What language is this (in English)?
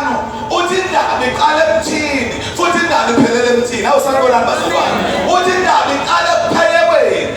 Zulu